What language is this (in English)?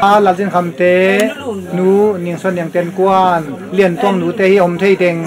Tedim Chin